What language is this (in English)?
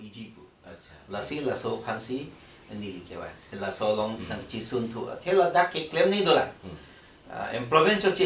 Karbi